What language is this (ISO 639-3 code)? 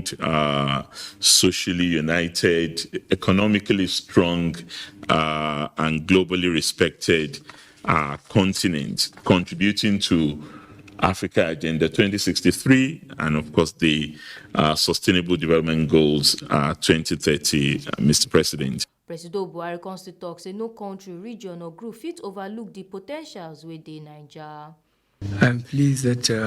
pcm